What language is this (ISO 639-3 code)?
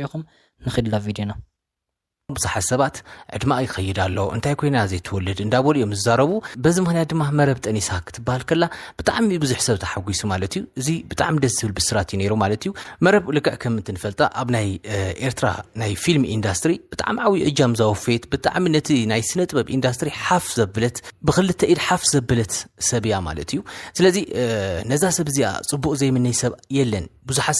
tir